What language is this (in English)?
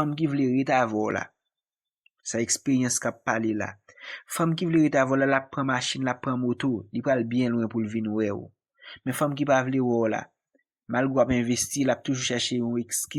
Haitian Creole